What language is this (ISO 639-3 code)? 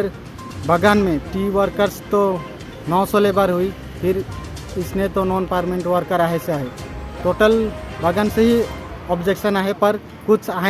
sck